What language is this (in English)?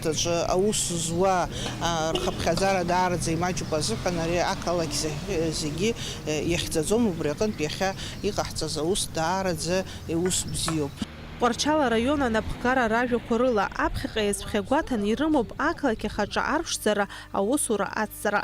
Abkhazian